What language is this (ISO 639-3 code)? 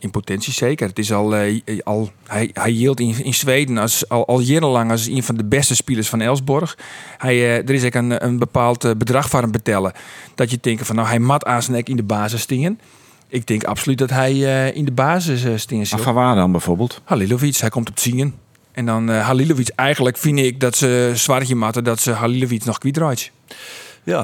fry